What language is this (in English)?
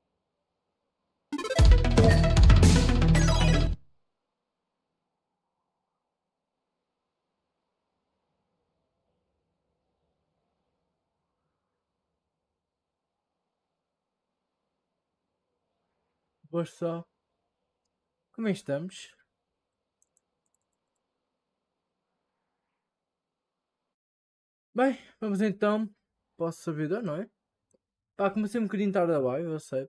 Portuguese